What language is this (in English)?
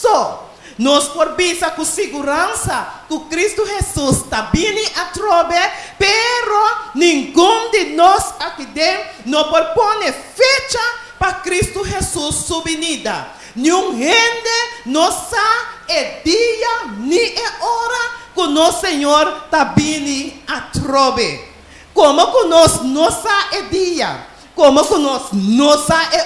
Papiamento